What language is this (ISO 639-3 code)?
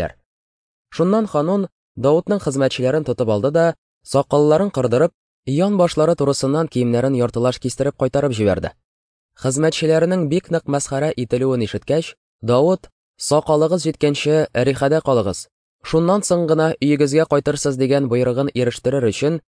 tat